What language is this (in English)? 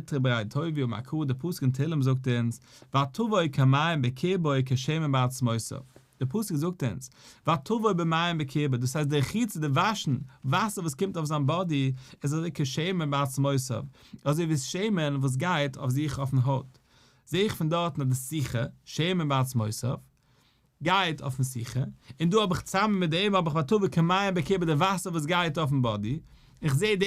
Yiddish